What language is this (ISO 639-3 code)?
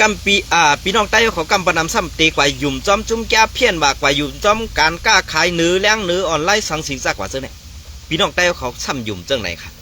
shn